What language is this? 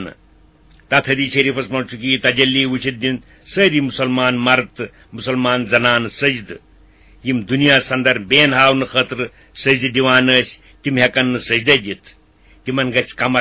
Kashmiri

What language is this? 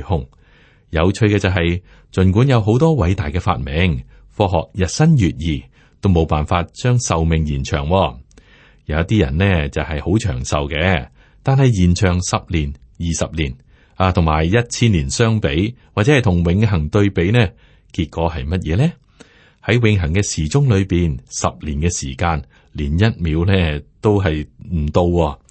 Cantonese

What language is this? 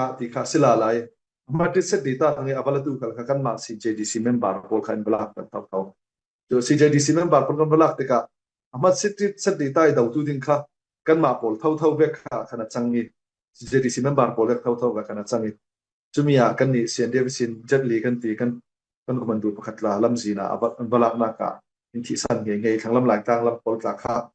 Falam Chin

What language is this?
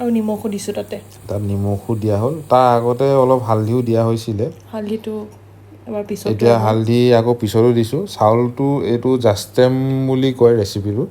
Assamese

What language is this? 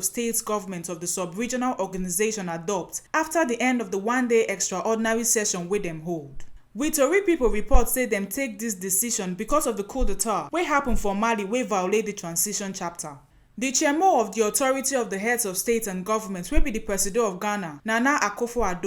Nigerian Pidgin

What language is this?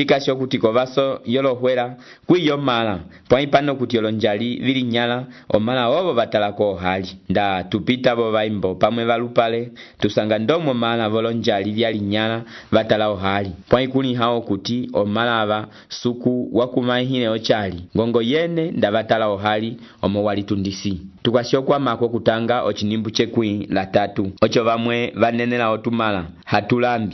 Umbundu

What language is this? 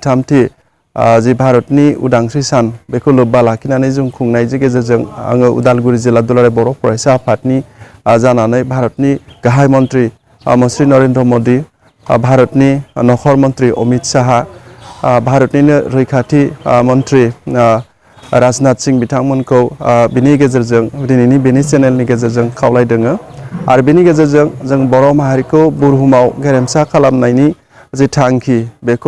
Bodo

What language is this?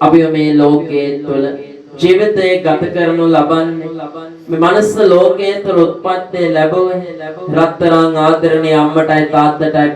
Sinhala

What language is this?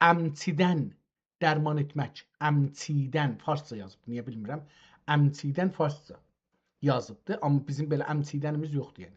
South Azerbaijani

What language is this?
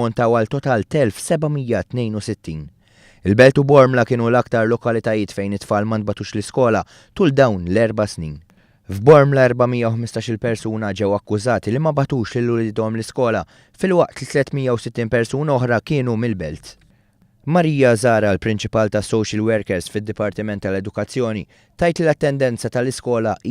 Maltese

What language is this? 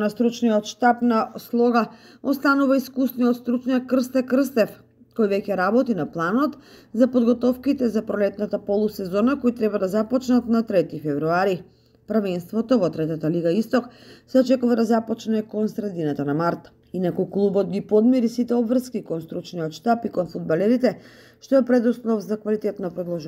Macedonian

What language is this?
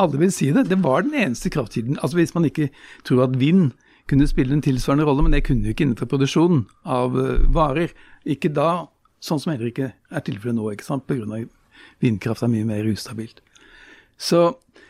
Norwegian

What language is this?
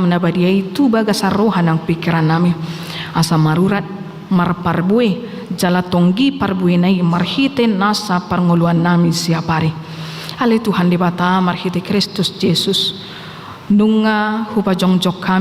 Batak Toba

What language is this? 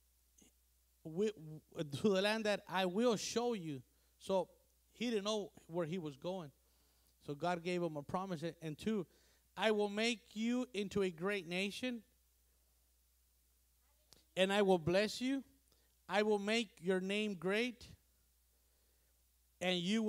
English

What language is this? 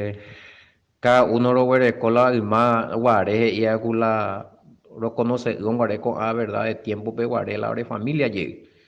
Guarani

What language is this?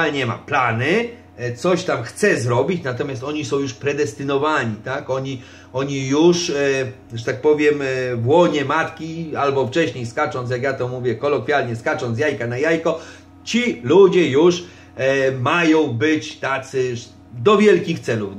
Polish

